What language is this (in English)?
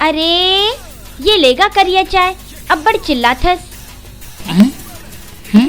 Chhattisgarhi